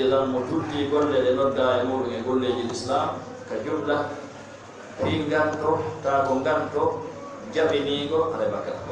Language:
Fula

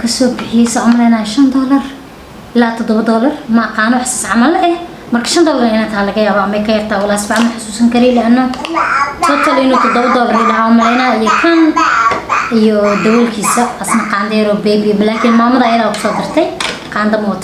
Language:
Somali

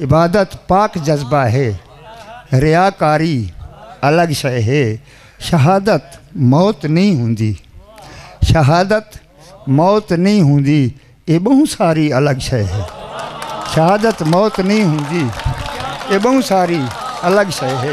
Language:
Saraiki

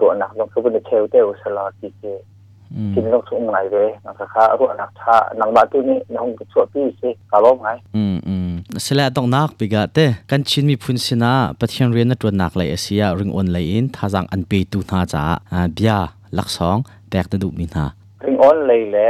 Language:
Hakha Chin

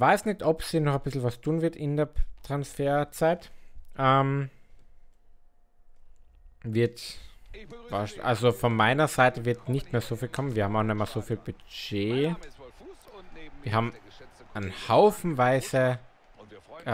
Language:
German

